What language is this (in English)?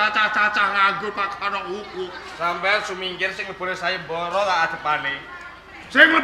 Javanese